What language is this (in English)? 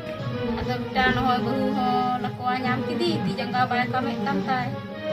Santali